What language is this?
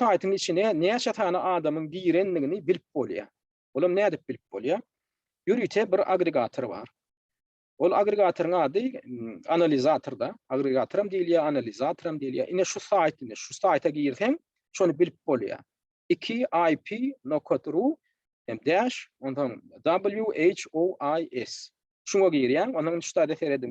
Turkmen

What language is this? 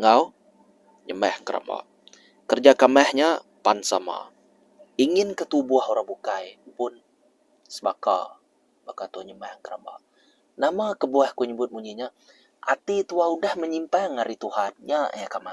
Iban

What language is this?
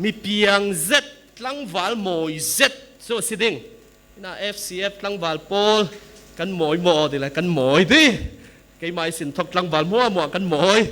Falam Chin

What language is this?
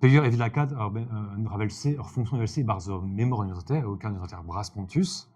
Breton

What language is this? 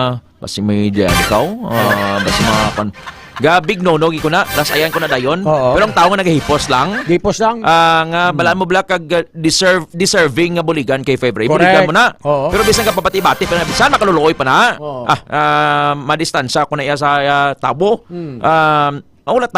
Hiligaynon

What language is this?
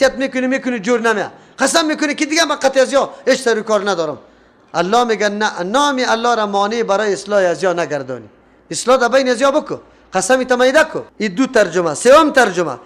Persian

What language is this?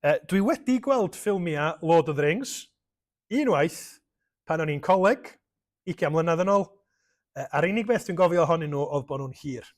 Welsh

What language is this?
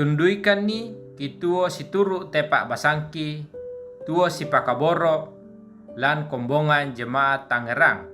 Toraja-Sa'dan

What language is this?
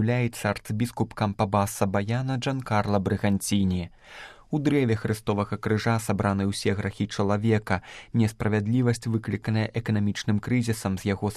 Belarusian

